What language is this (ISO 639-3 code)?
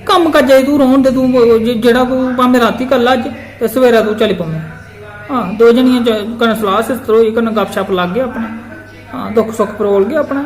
doi